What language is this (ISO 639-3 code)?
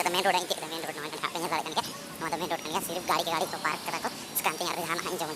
sat